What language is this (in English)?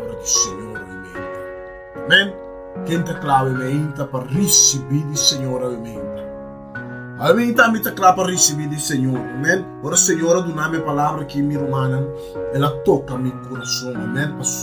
Papiamento